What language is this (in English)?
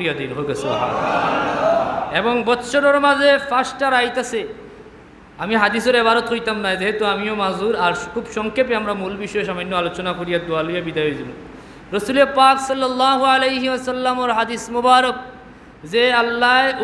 Sylheti